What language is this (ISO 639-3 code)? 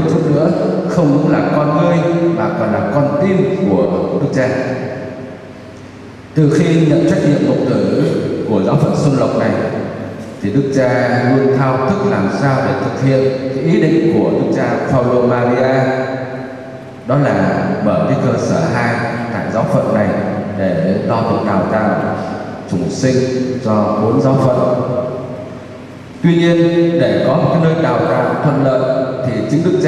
vie